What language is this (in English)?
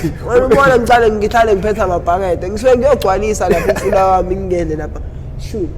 Zulu